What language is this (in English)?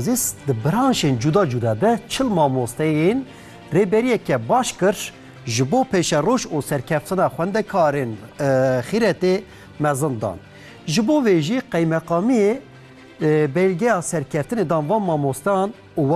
Kurdish